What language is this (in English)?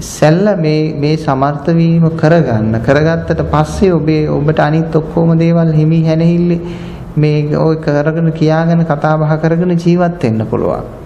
Sinhala